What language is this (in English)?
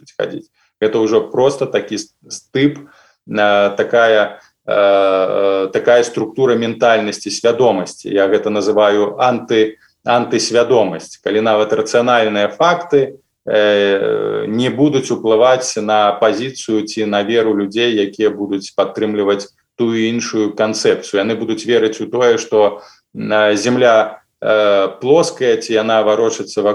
Belarusian